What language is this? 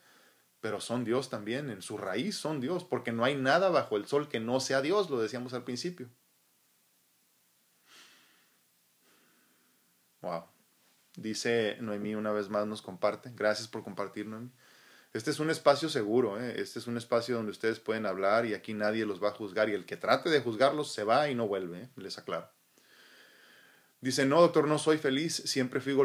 Spanish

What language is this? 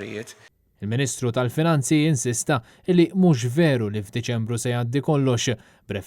Maltese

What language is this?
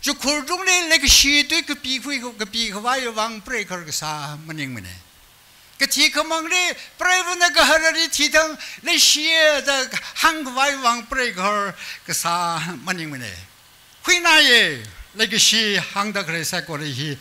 Tangkhul Naga (India)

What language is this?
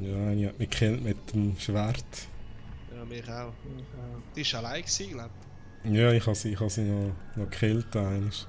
Swiss German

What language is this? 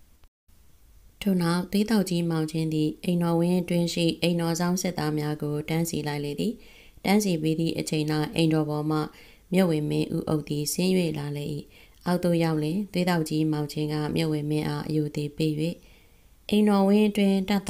Burmese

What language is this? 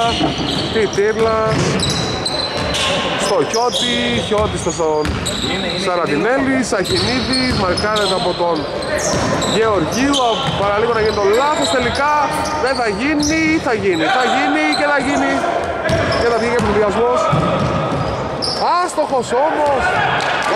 Greek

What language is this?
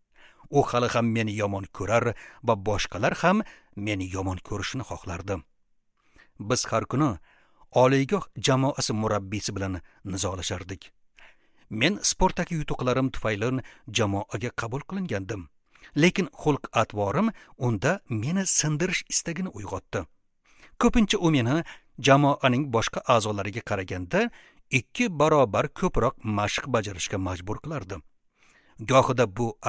Uzbek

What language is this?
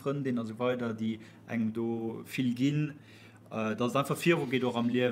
Luxembourgish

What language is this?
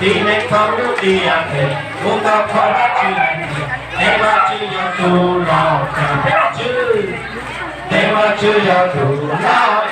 Hmong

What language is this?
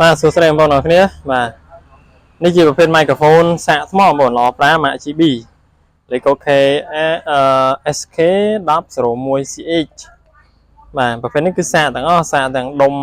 Khmer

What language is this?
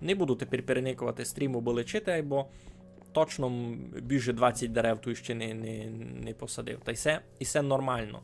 Rusyn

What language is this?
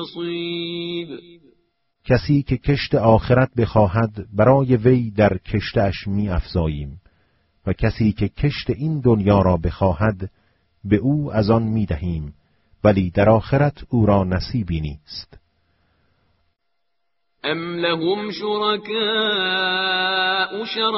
Persian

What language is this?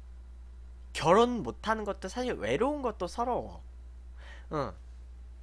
Korean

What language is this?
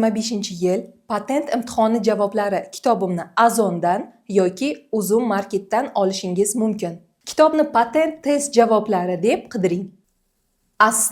Uzbek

